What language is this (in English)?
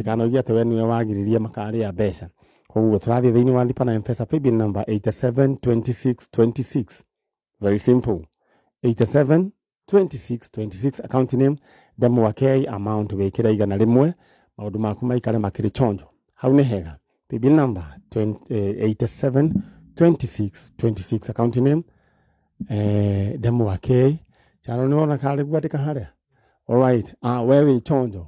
Kikuyu